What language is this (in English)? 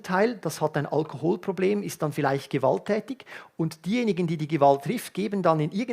Swiss German